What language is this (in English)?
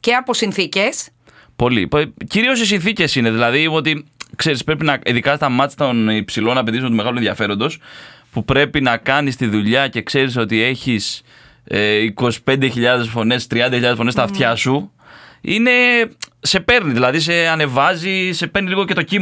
Greek